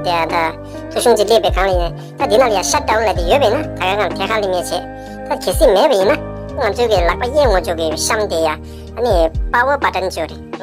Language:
Tibetan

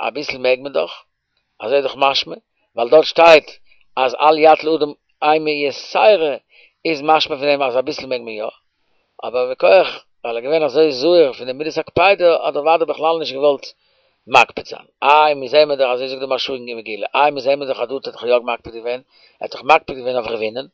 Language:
Yiddish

